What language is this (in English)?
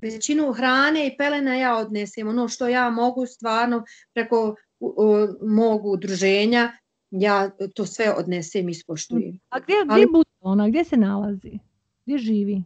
Bosnian